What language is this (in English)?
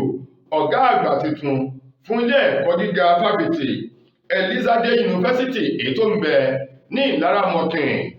Yoruba